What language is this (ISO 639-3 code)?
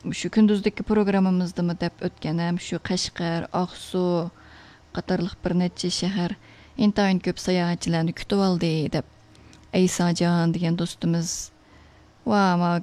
uig